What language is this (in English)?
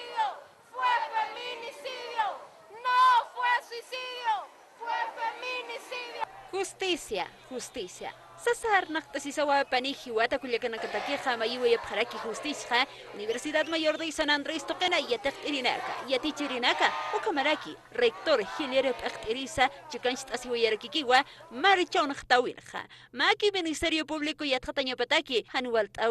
Aymara